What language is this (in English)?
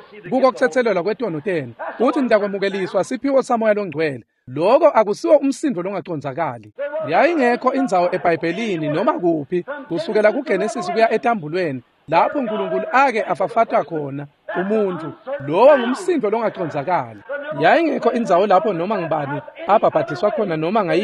Swati